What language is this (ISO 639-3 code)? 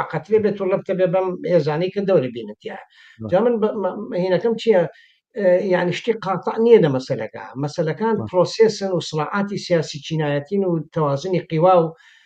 ckb